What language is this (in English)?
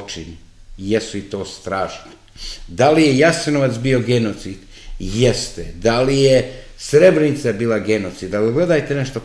Serbian